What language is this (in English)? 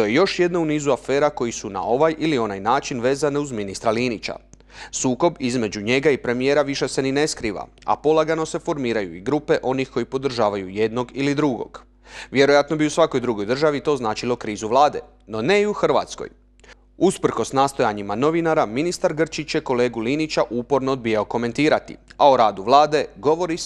Croatian